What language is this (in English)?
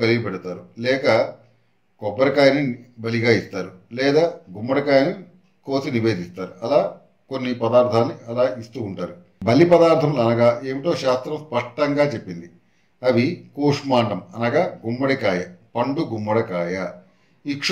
Telugu